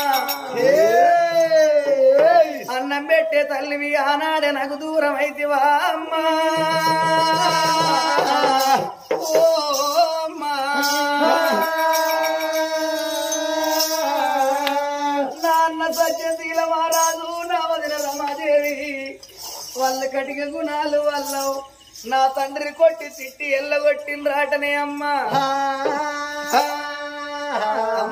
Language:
Telugu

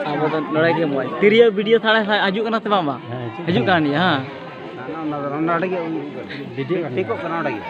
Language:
Santali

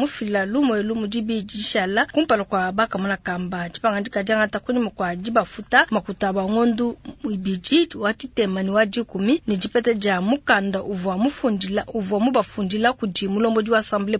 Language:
Luba-Lulua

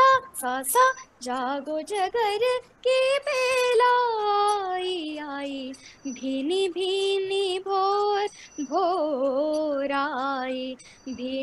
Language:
Hindi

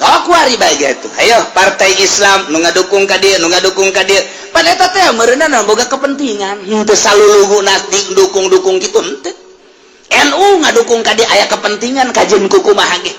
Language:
Sundanese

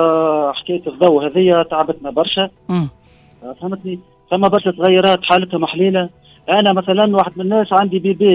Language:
Tunisian Arabic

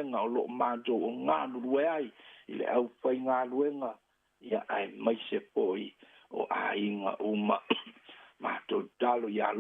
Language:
Samoan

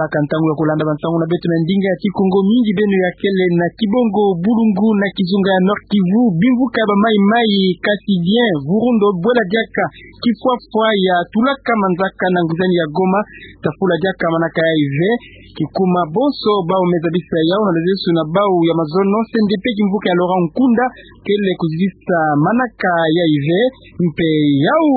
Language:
Kituba (Democratic Republic of Congo)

